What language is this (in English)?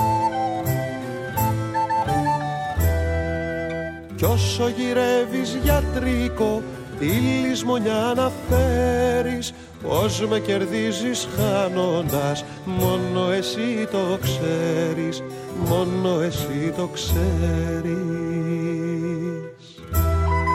Greek